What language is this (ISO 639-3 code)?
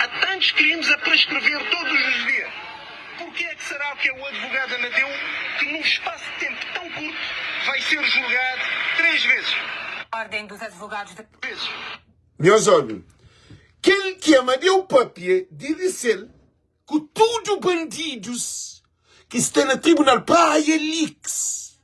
kea